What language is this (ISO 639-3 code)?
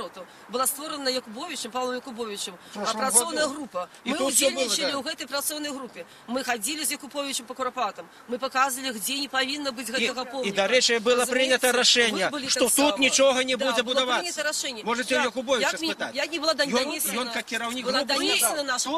bel